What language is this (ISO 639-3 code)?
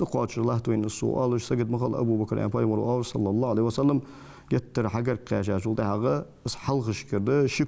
inh